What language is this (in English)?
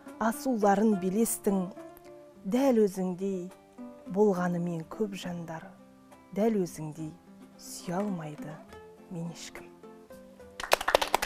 Kazakh